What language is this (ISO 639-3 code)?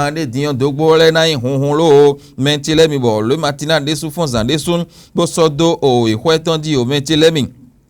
fon